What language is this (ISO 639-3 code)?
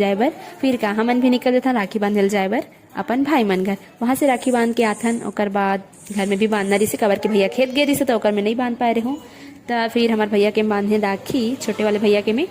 hne